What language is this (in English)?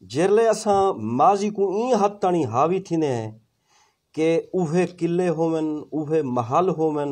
Saraiki